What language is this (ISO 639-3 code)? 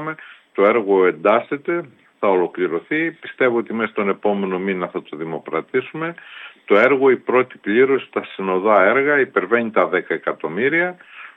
ell